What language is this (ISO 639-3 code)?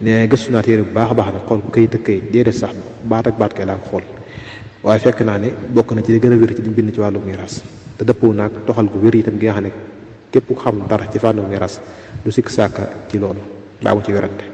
wol